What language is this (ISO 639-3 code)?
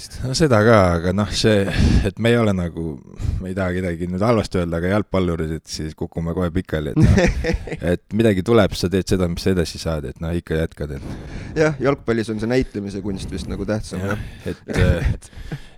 est